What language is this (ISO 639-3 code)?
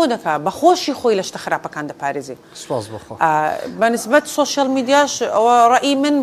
ckb